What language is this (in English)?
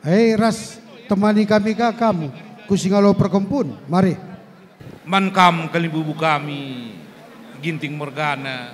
Batak Karo